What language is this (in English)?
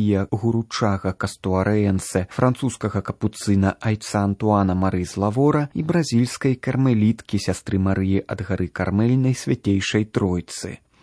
Belarusian